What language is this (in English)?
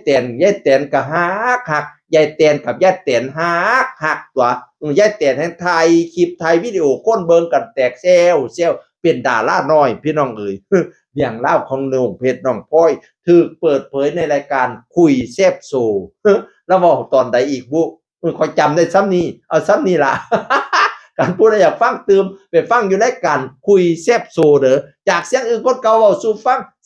Northeastern Thai